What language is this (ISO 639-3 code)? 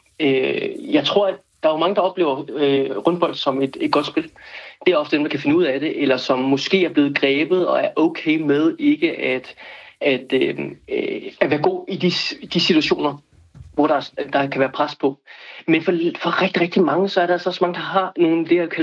dan